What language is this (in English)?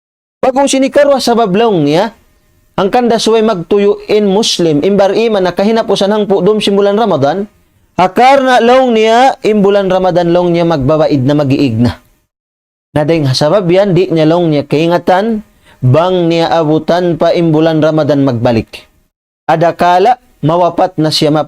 Tausug